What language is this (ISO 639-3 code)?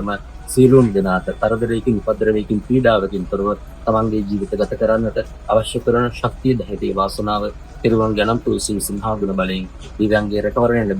sin